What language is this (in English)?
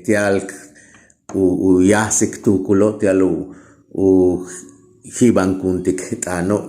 Yucateco